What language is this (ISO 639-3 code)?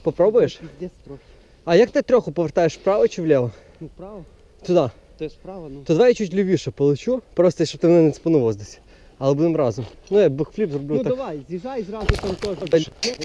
ukr